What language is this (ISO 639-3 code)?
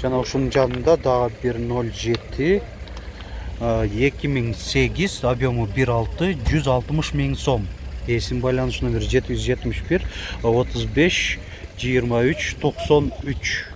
kir